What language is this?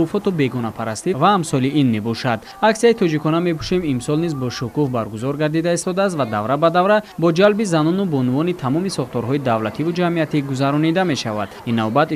Tajik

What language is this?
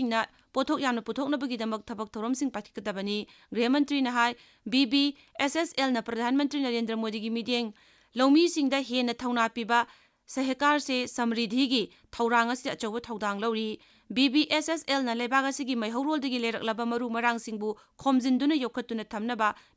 Manipuri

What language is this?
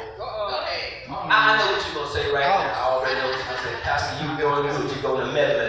English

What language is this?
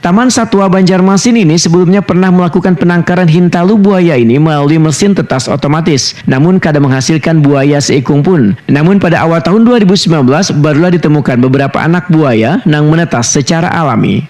Banjar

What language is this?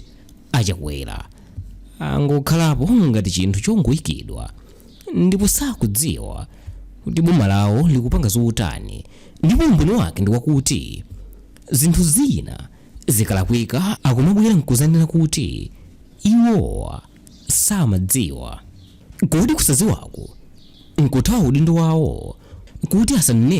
Nyanja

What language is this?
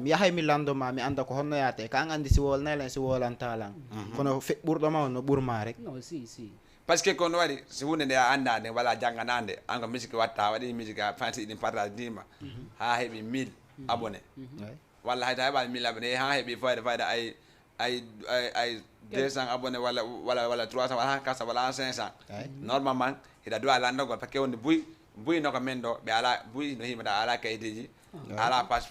Fula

